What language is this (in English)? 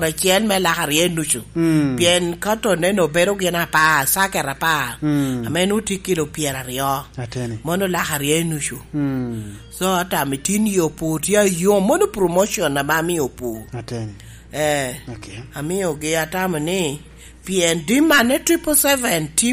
Lango (Uganda)